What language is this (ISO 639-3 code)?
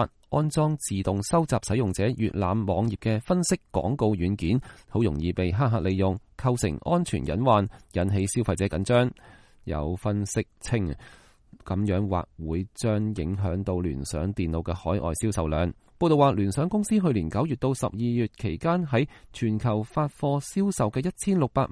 yue